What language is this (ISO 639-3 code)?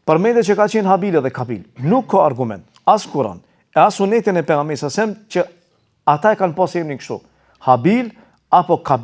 sqi